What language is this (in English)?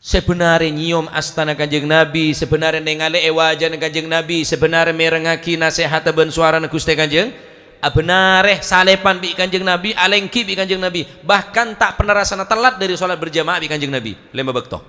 Madurese